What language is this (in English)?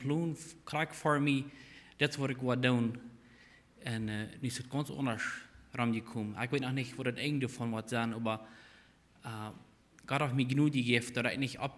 Plautdietsch